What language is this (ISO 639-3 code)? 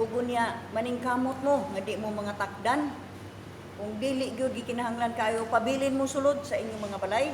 ceb